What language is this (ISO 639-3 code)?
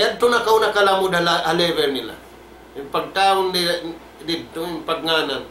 tsg